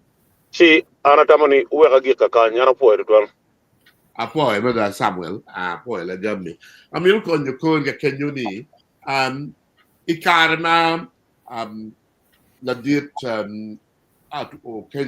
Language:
Acoli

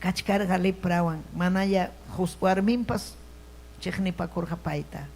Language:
Ayacucho Quechua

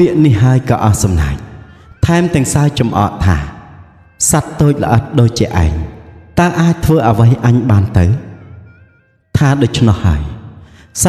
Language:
Khmer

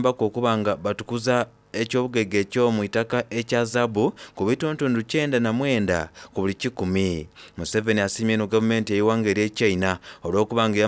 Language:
Soga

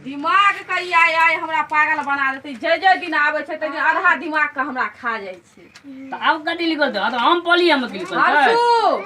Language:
Maithili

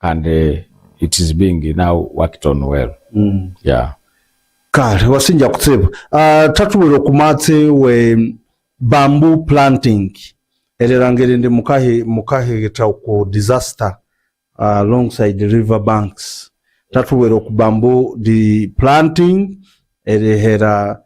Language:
Nyankole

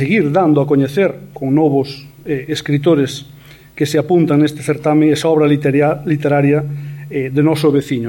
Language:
Galician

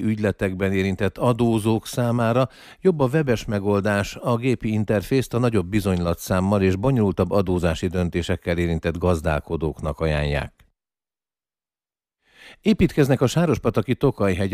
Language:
Hungarian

